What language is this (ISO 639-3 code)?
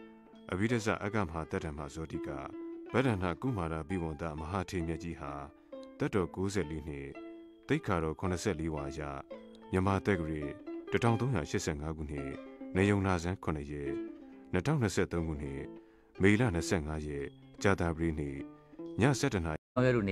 mya